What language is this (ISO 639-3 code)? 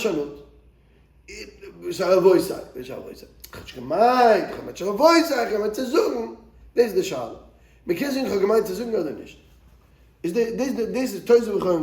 yid